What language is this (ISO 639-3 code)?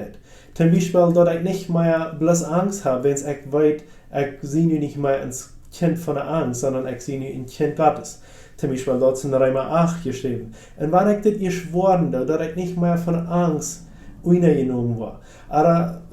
pdt